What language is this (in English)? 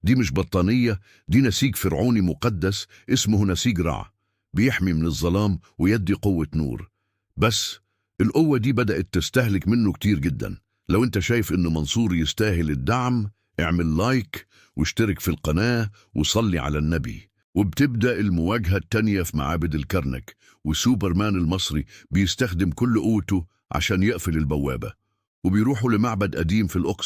Egyptian Arabic